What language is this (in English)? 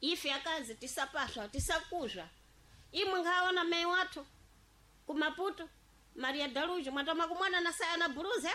Sena